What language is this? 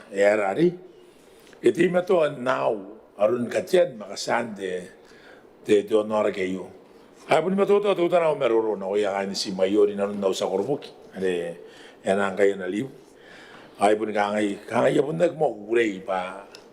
Gilbertese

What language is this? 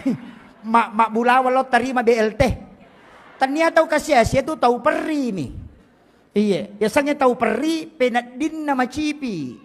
Buginese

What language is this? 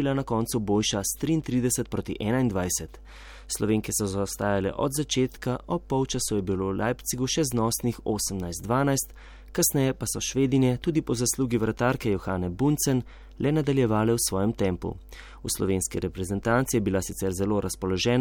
Slovenian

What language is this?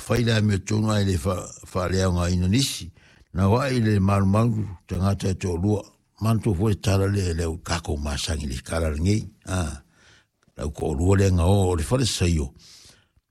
Samoan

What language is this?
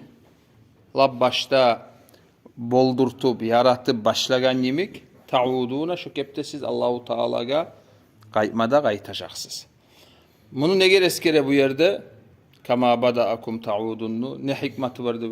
Kumyk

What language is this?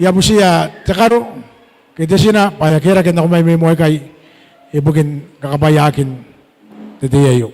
Gilbertese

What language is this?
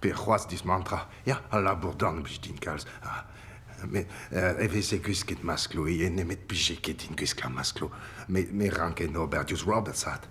Breton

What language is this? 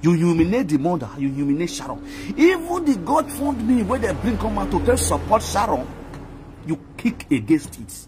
Nigerian Pidgin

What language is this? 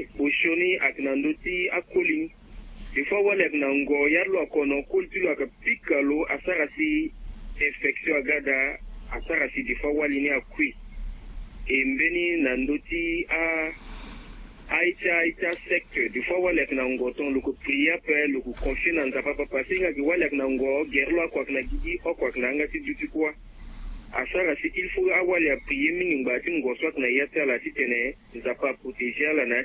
Sango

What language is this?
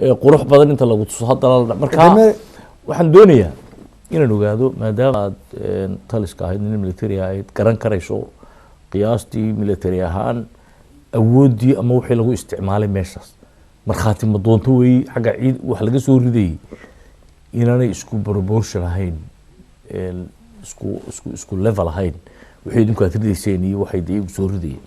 Somali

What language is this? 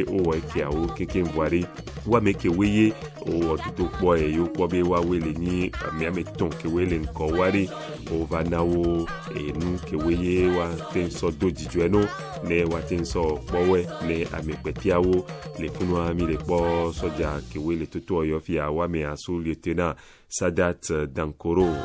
Ewe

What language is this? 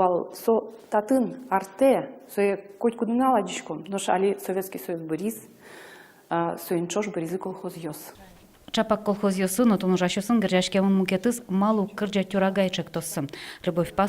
Udmurt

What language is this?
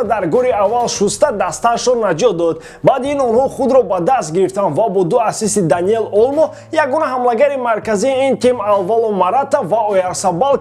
Tajik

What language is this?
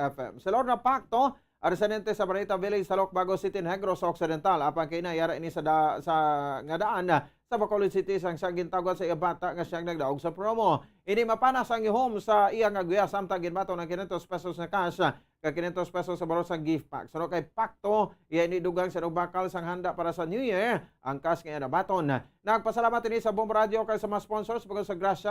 Hiligaynon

